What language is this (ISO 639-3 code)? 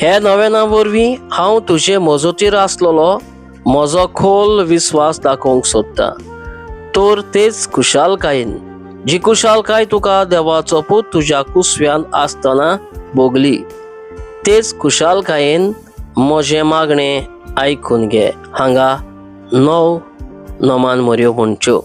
kok